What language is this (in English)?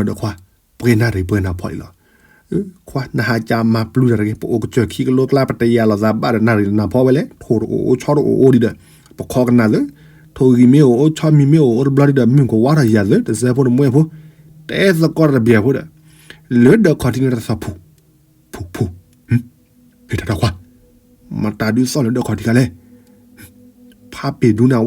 S'gaw Karen